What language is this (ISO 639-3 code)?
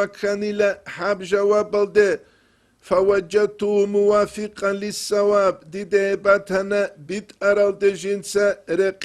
ava